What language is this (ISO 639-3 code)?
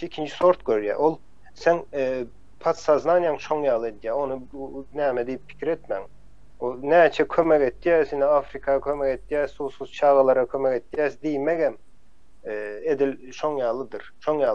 tuk